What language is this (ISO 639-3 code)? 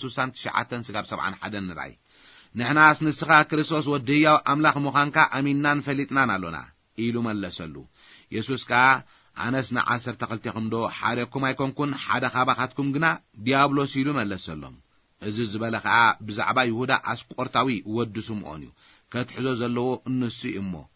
tir